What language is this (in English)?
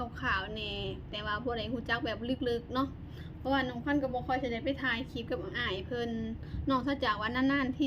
Lao